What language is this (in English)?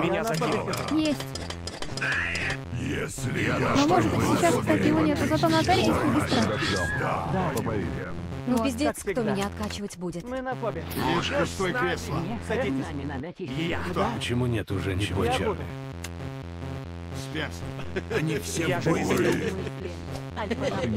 Russian